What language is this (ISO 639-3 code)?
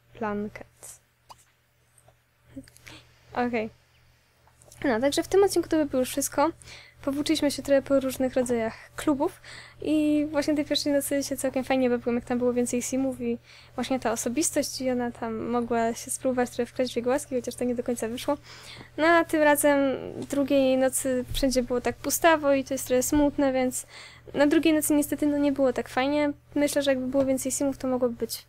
pol